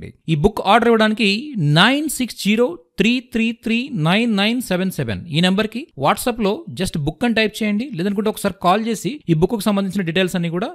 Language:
Telugu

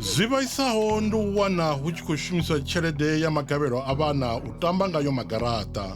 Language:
Venda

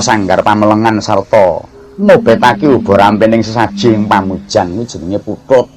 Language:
Javanese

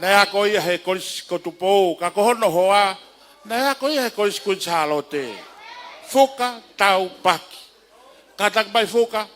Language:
Tongan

